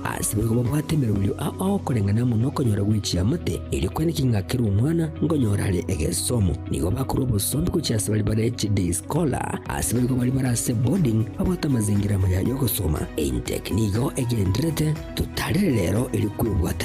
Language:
Gusii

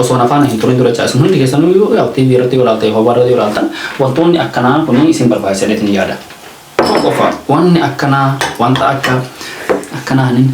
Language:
Oromo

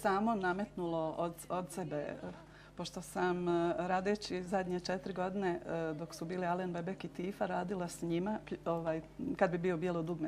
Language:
Bosnian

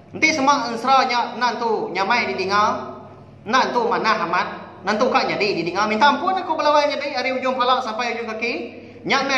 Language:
Iban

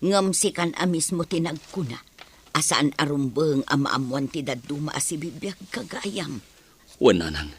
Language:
Iloko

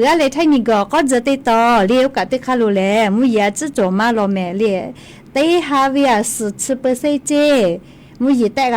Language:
Lahu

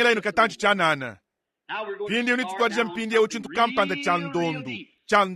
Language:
Luba-Lulua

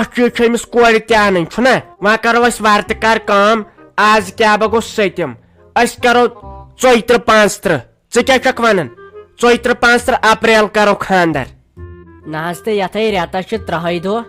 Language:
Kashmiri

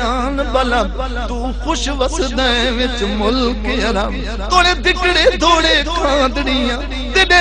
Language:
Saraiki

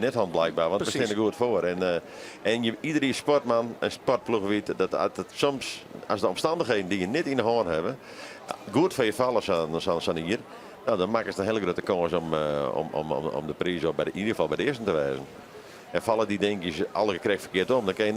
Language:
Western Frisian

